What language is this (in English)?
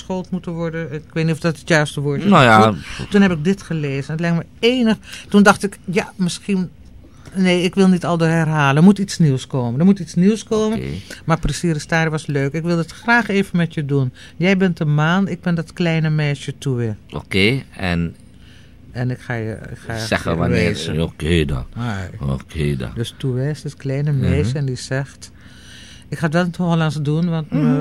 Dutch